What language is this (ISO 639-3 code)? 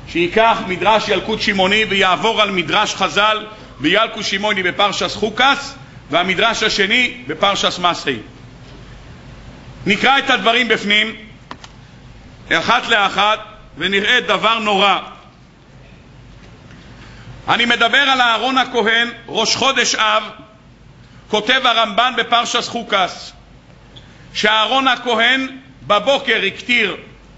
heb